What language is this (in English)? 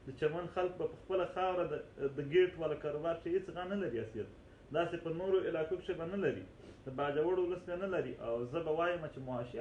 Pashto